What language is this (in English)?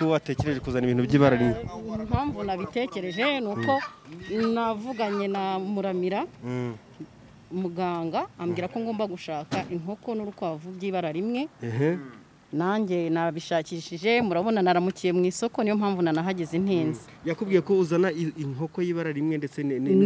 Kinyarwanda